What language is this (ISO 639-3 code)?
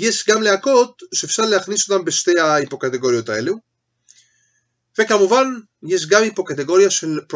heb